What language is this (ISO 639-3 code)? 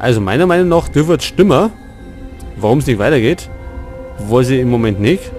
bar